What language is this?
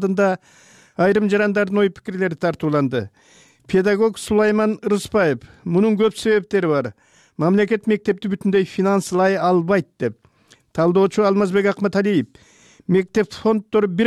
Kyrgyz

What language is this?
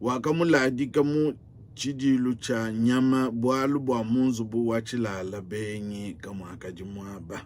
Luba-Lulua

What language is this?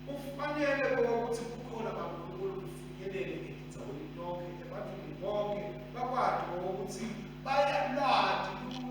Swati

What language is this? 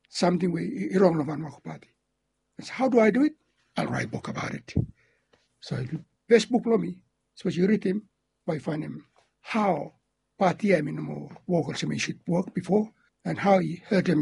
Bislama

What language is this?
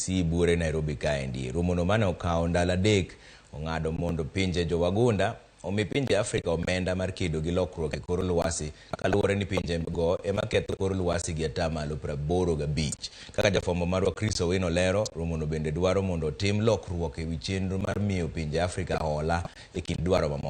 Luo (Kenya and Tanzania)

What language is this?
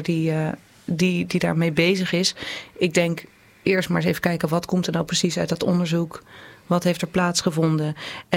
Dutch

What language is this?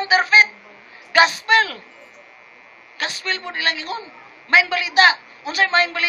Cebuano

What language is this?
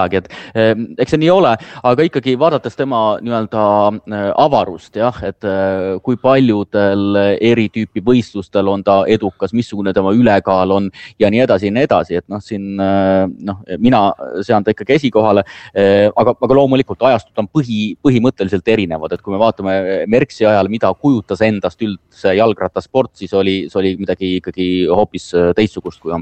Estonian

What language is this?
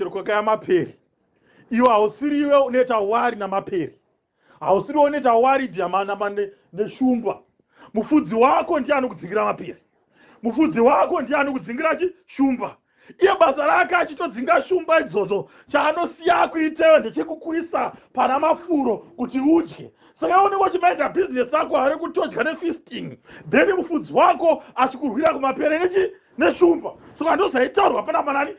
Shona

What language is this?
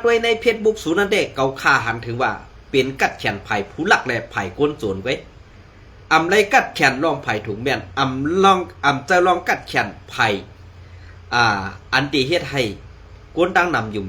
Shan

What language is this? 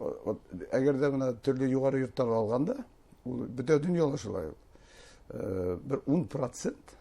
Bashkir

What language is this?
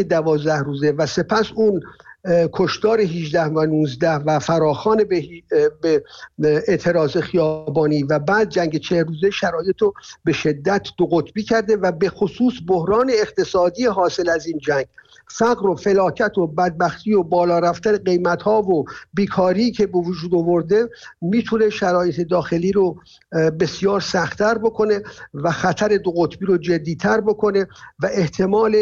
Persian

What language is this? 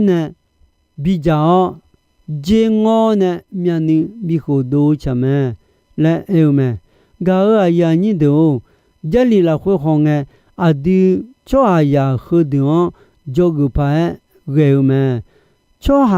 Akha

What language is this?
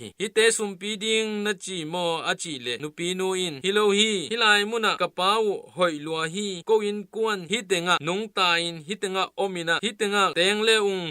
Tedim Chin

